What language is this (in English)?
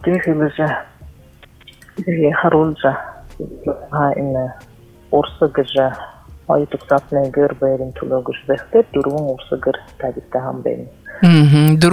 Buriat